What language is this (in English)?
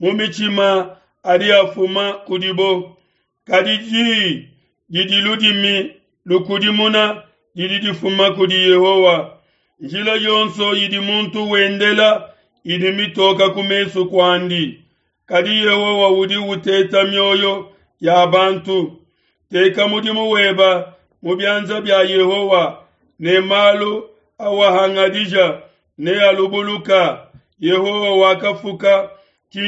Luba-Lulua